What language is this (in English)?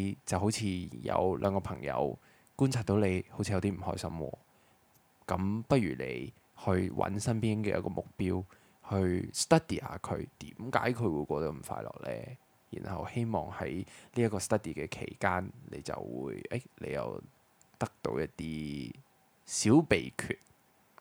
Cantonese